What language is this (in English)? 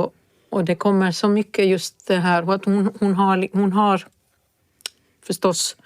Swedish